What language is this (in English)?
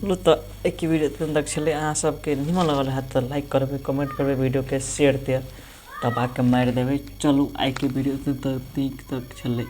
Maithili